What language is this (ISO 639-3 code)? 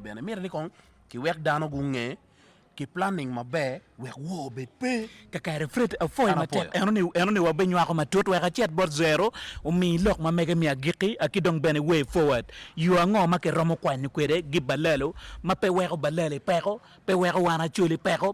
ach